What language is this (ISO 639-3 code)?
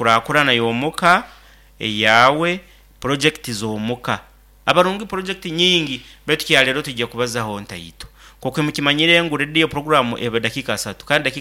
nyn